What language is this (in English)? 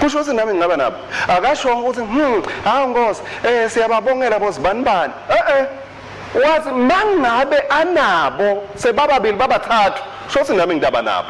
Swati